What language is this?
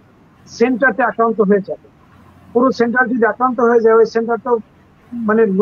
Bangla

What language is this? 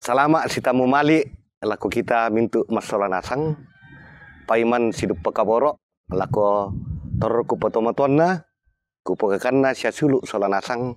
Toraja-Sa'dan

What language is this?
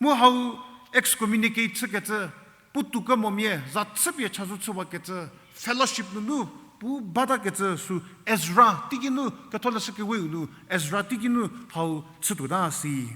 Angami Naga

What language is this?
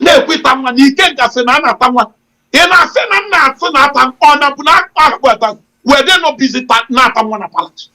Igbo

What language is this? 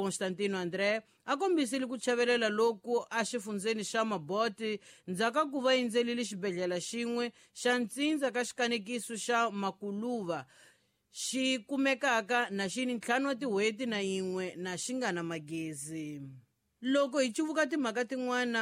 Tsonga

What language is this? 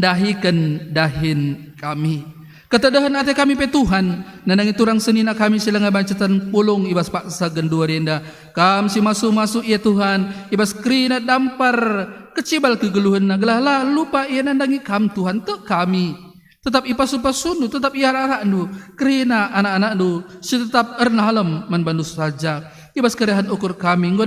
Batak Karo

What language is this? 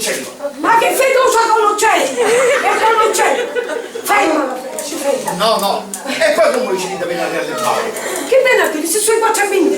Sicilian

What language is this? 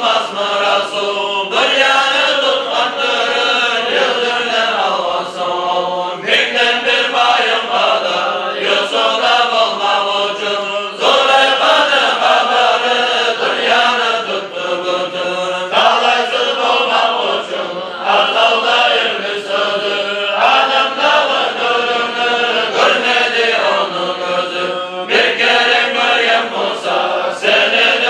Kumyk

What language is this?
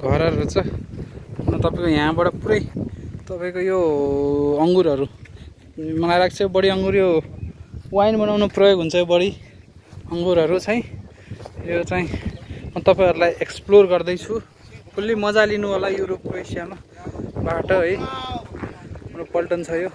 Nepali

